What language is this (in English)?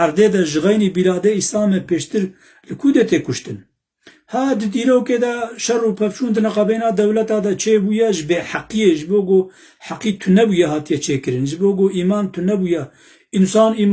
Kurdish